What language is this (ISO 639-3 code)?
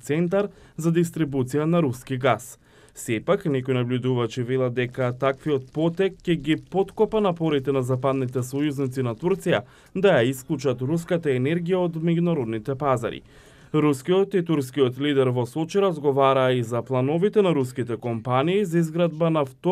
mkd